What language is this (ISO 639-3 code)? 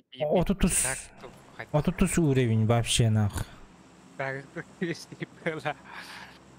sah